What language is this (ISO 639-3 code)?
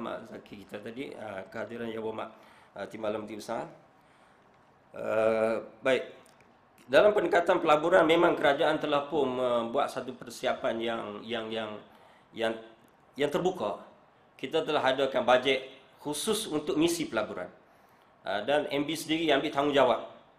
msa